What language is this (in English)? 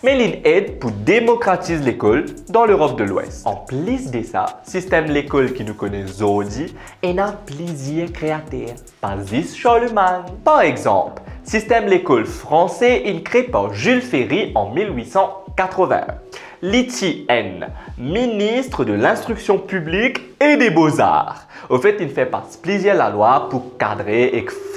Morisyen